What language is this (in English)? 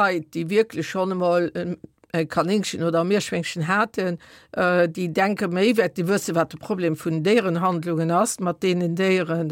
Luxembourgish